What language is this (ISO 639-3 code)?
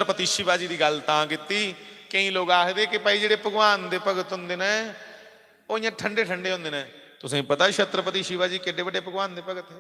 doi